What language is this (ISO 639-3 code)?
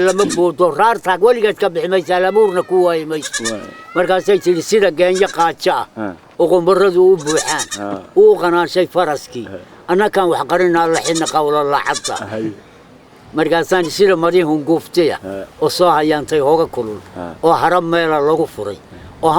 som